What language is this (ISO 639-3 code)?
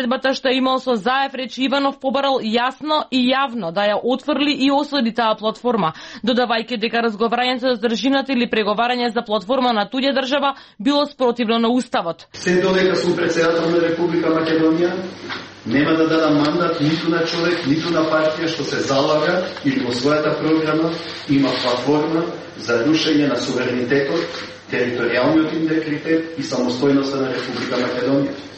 mkd